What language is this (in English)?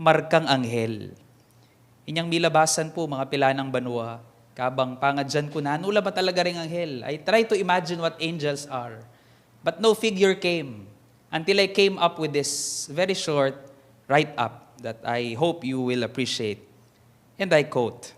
Pampanga